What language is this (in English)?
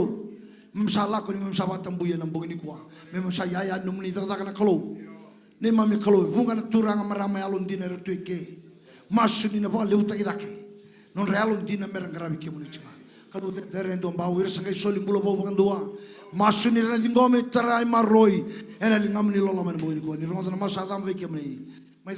Fijian